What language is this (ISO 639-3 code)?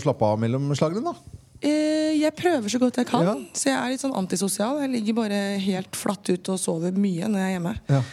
nor